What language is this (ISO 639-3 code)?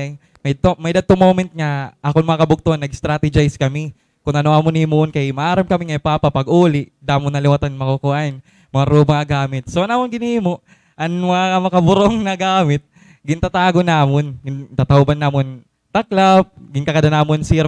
war